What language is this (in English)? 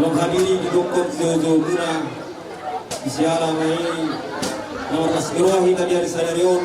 Batak Toba